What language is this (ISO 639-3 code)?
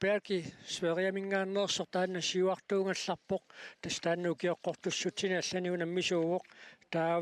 kal